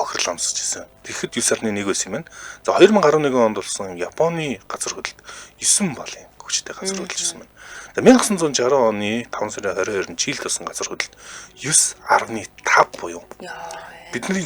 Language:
Mongolian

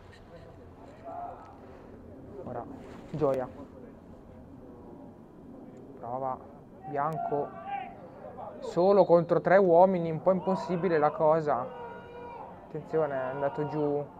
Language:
Italian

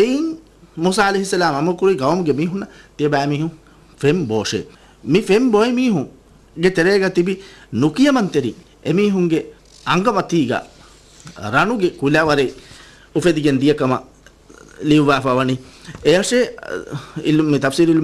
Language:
Divehi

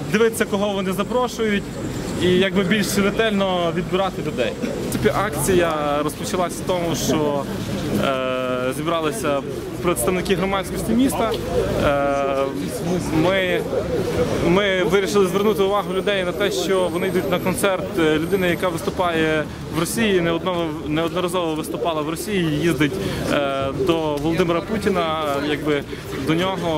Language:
Ukrainian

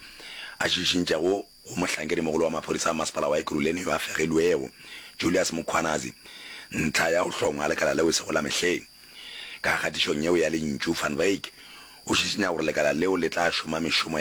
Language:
Northern Sotho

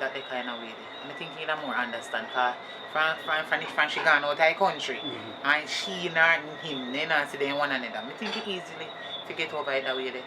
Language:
Jamaican Creole English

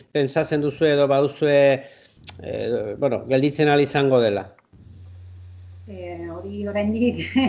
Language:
Basque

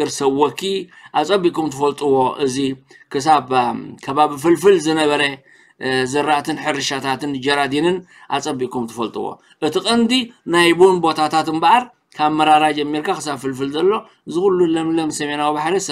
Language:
Tigrinya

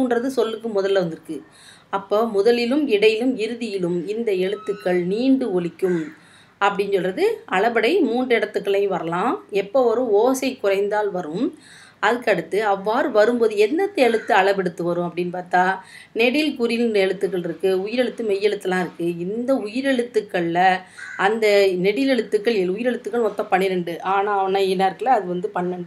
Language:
Tamil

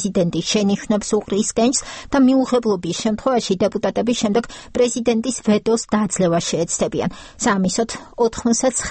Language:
Georgian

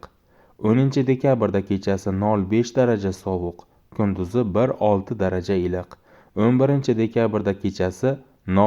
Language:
Uzbek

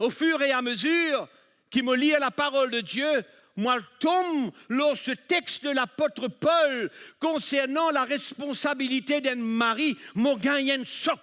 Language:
Morisyen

